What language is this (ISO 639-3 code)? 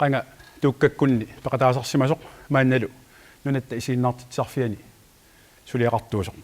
kal